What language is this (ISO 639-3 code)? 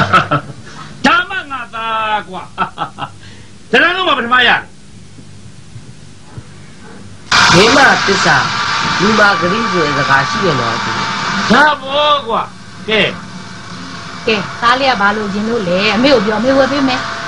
mya